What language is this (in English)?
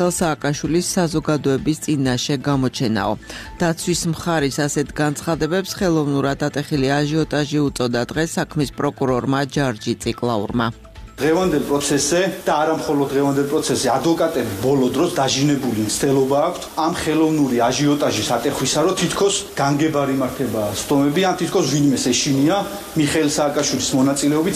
Georgian